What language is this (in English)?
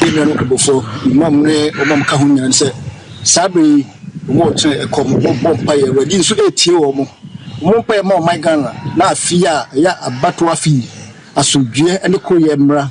Akan